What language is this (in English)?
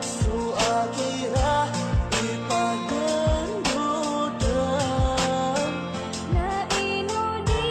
Maranao